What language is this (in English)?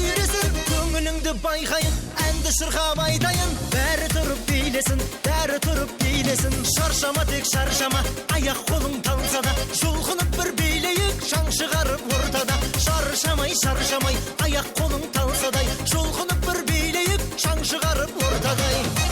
Kara-Kalpak